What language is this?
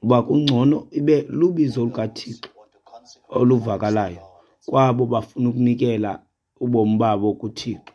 Xhosa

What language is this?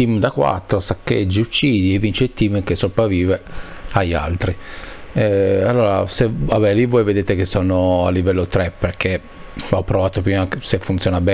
Italian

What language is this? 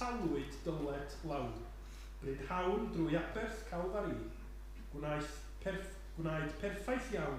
Welsh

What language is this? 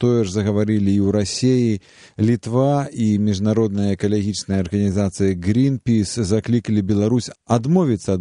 Belarusian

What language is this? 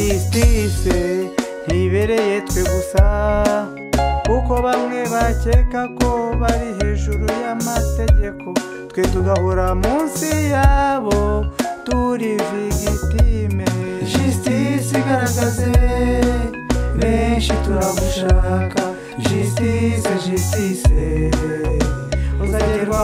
Kinyarwanda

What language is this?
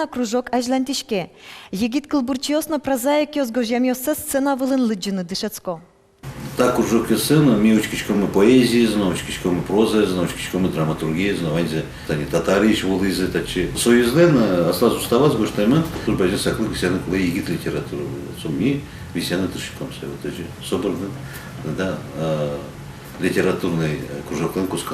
Udmurt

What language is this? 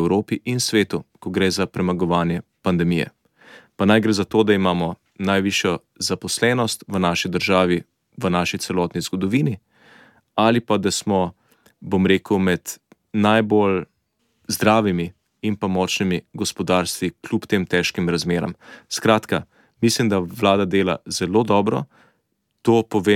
Slovenian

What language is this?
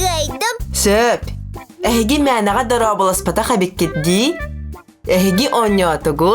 Yakut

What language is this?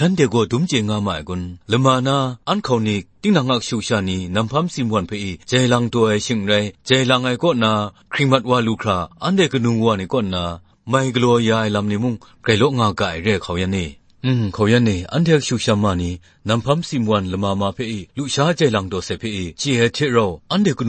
Kachin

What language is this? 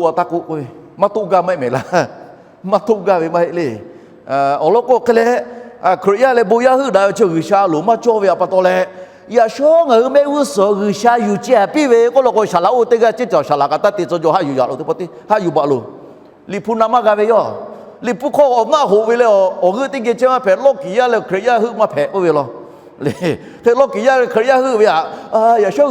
Lahu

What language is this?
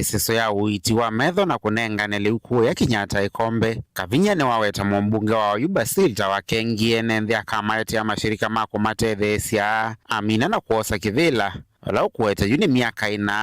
Kamba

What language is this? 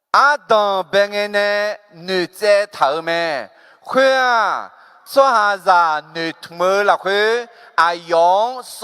Akha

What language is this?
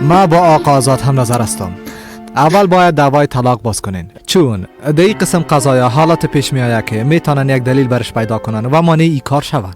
Persian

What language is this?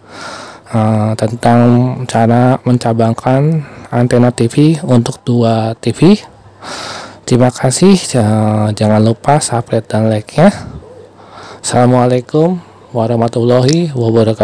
Indonesian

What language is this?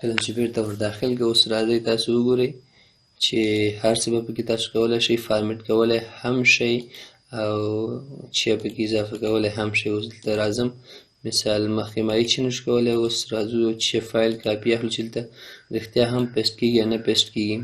Pashto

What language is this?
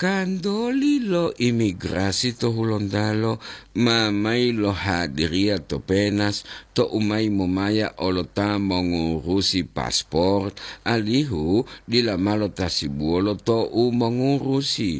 Gorontalo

